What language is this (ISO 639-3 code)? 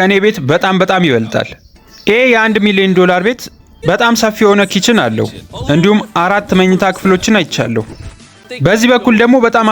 amh